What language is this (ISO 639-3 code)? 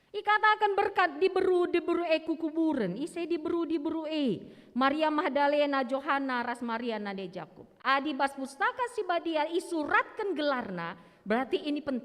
btx